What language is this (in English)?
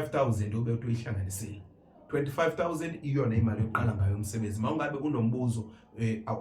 Zulu